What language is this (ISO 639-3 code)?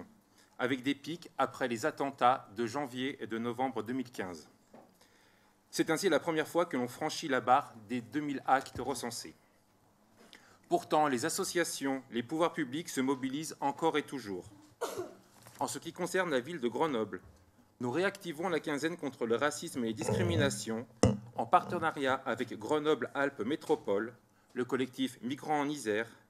fra